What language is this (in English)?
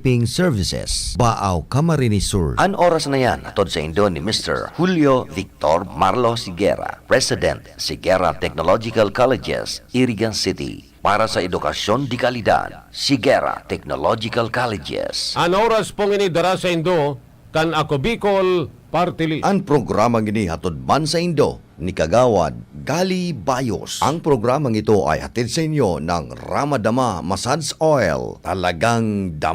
Bikol